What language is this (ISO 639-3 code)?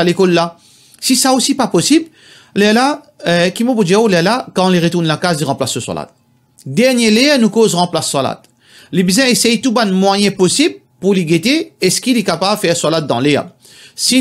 mfe